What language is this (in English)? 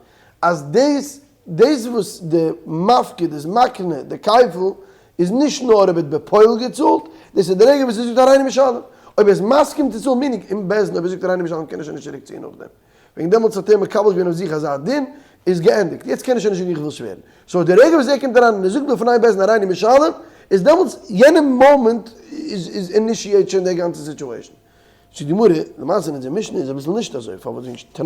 Yiddish